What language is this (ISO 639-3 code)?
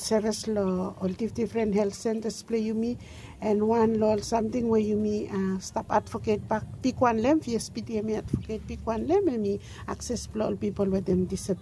bis